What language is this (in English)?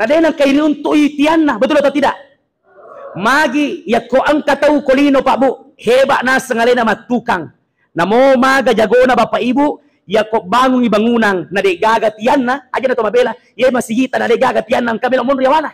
Buginese